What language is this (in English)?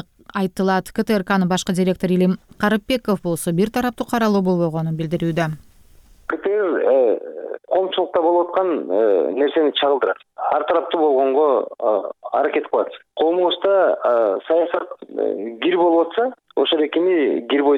Kyrgyz